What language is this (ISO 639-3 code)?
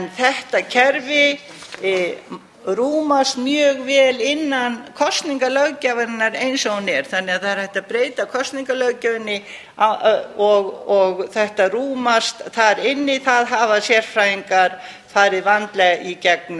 isl